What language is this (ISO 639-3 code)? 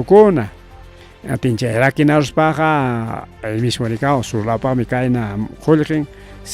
quy